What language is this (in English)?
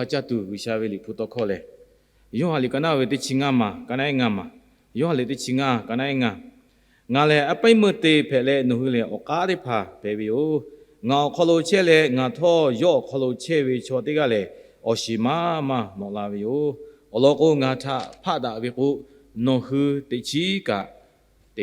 Lahu